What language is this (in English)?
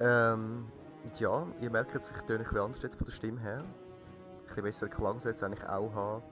Swiss German